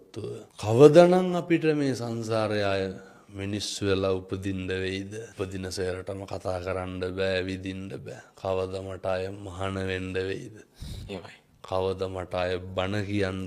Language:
Sinhala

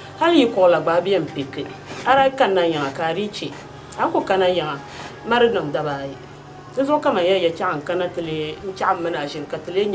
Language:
Dagbani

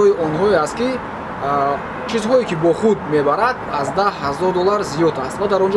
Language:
Tajik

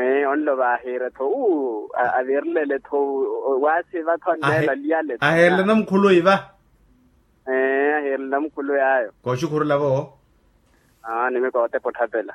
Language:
Makhuwa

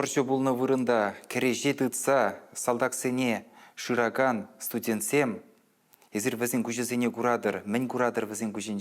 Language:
Chuvash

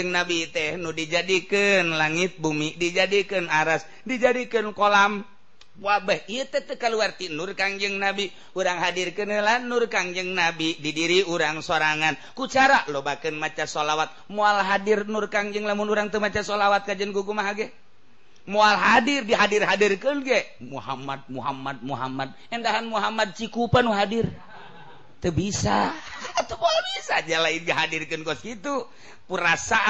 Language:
Sundanese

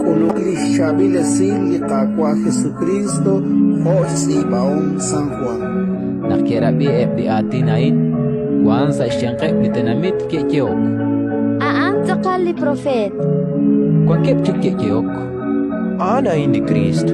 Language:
Kekchí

